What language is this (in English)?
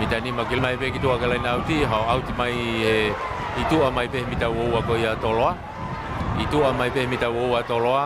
Tongan